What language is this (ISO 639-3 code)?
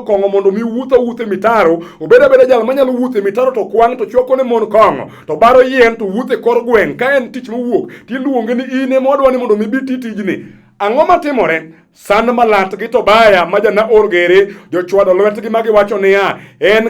luo